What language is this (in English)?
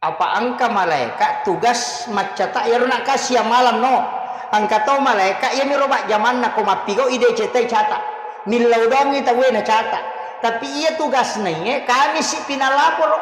Buginese